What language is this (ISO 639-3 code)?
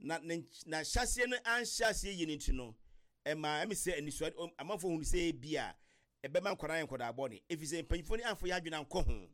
aka